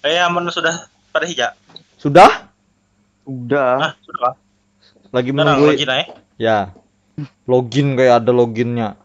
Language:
Banjar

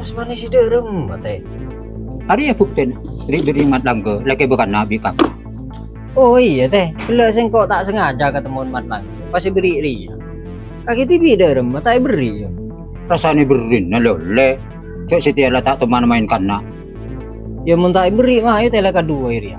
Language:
Madurese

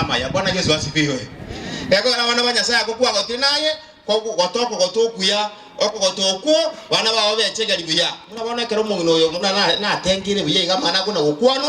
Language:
Gusii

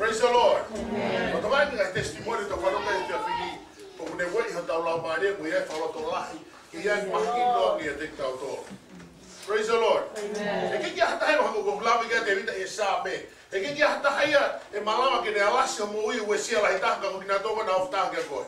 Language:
Tongan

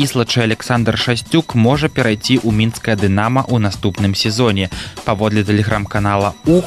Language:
Belarusian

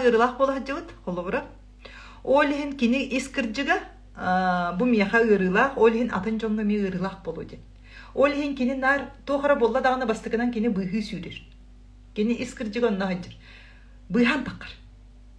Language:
Yakut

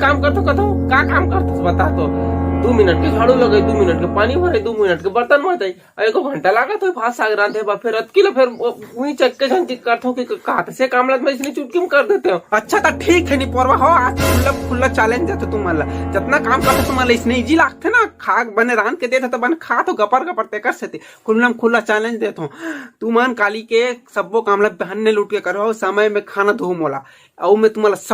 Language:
Chhattisgarhi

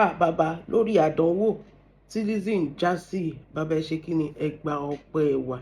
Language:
Yoruba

